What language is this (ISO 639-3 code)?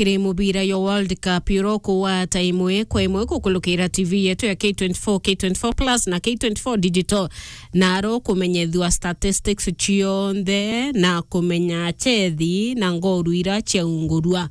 mer